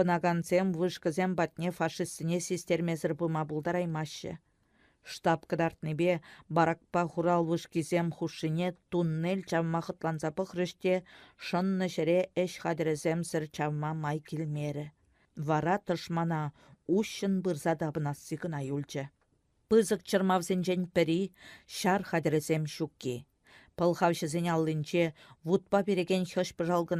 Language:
Chuvash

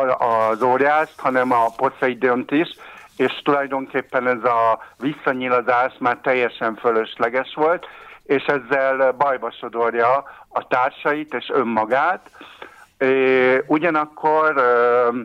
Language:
Hungarian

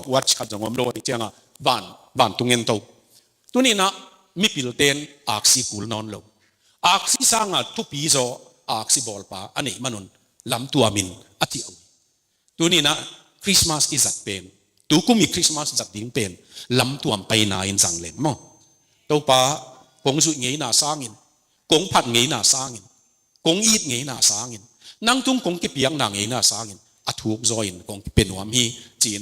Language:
Tedim Chin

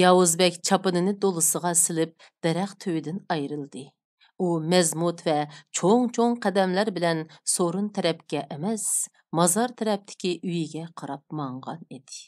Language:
Uyghur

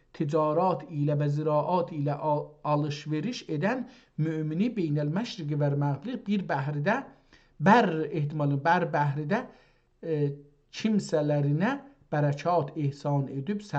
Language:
South Azerbaijani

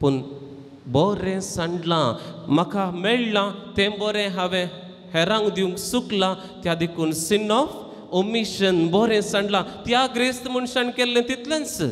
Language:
Konkani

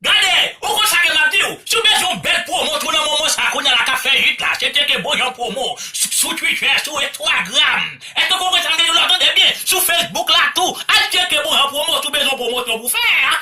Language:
Haitian Creole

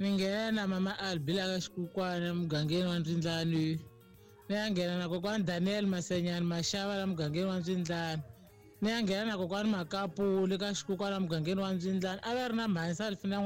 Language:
Tsonga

